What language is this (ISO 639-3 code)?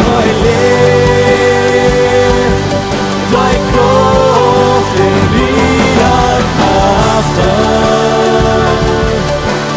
pdt